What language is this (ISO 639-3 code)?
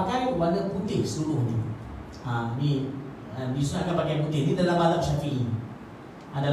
msa